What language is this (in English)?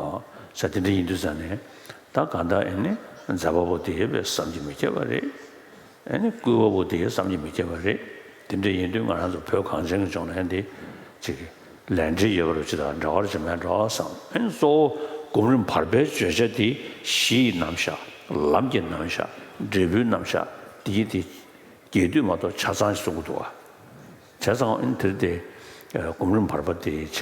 Tibetan